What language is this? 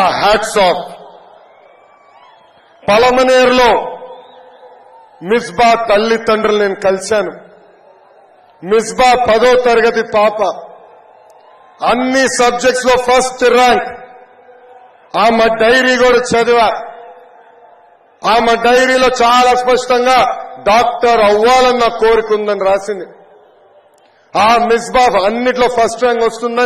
Telugu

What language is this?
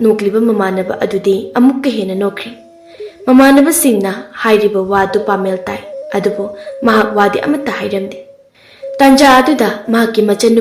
Manipuri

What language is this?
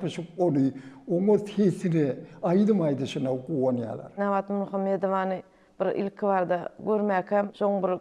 Turkmen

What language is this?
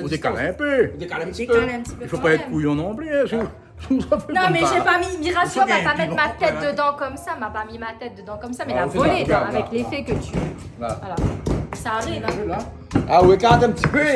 Réunion Creole French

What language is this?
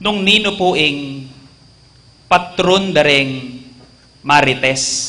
Pampanga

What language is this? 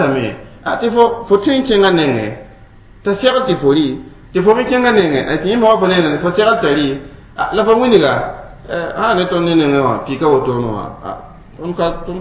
Mossi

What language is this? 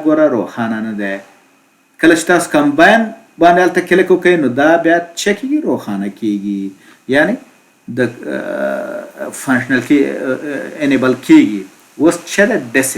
Pashto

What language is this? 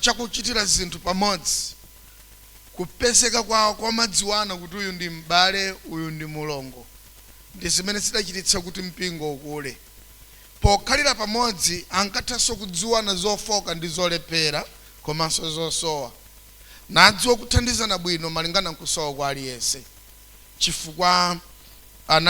Nyanja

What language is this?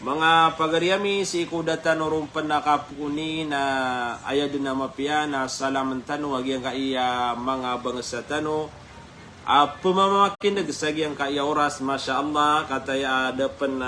Maranao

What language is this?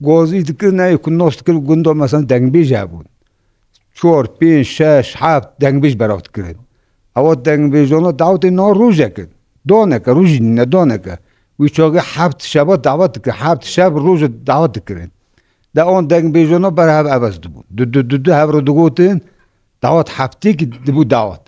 Kurdish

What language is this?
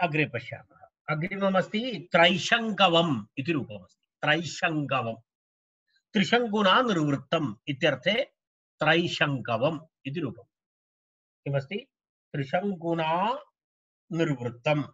Sanskrit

